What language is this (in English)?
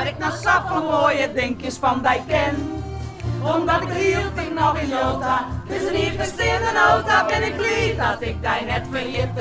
Western Frisian